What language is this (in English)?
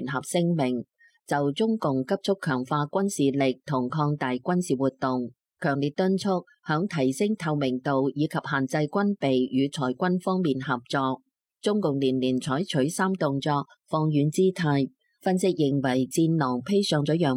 Cantonese